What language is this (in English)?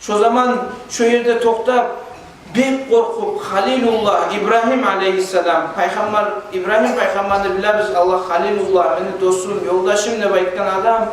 Kumyk